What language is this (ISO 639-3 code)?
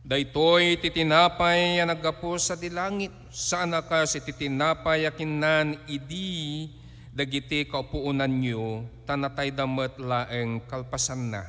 ilo